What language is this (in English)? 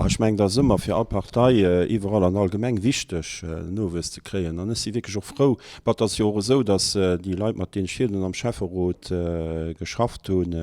Luxembourgish